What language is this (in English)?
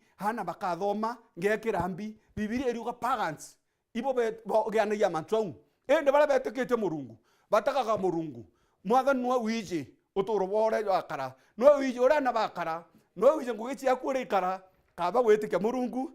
Meru